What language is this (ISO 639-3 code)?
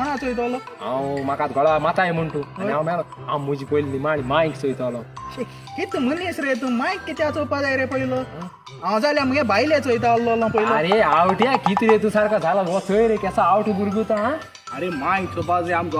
kok